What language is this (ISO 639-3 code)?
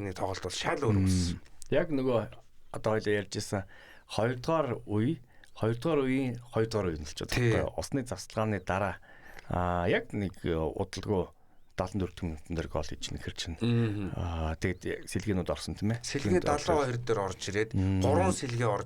mon